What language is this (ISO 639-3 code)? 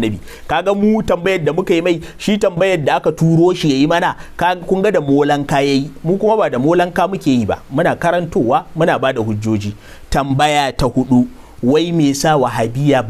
hau